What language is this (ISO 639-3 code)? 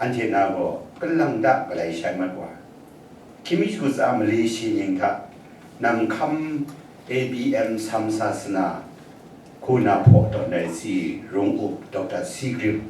kac